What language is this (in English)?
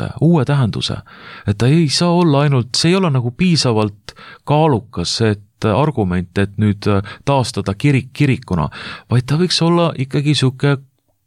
Estonian